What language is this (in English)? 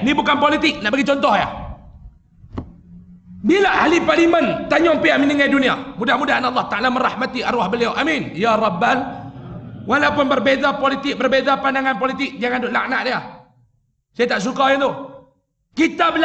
Malay